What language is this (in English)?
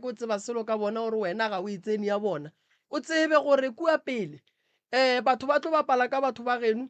Northern Sotho